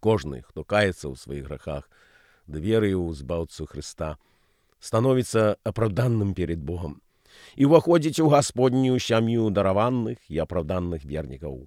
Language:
Belarusian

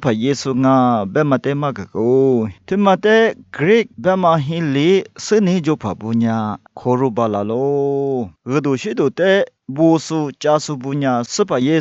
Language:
Lisu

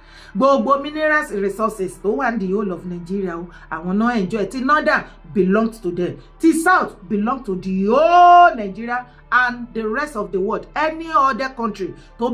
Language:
Yoruba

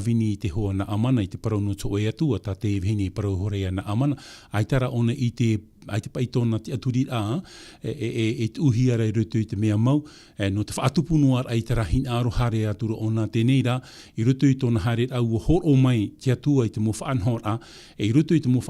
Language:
Tahitian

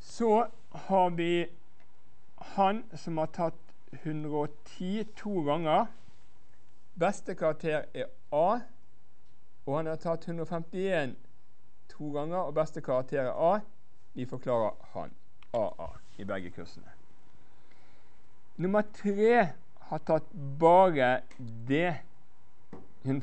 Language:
Norwegian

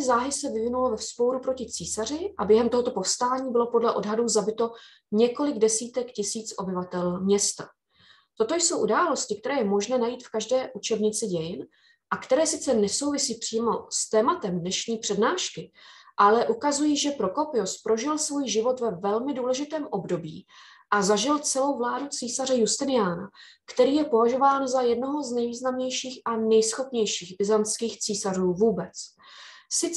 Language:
Czech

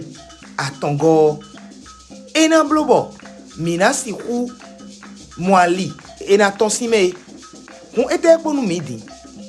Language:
Fon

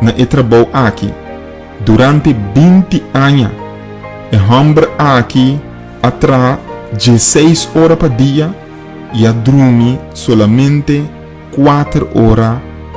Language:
Papiamento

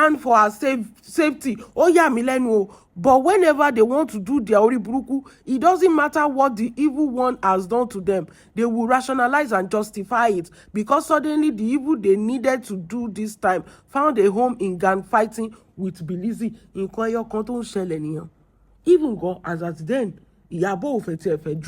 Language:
Yoruba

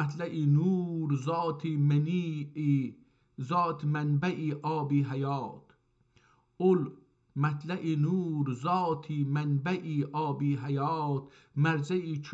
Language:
South Azerbaijani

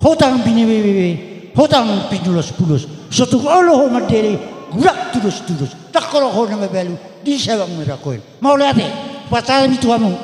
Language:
Batak Toba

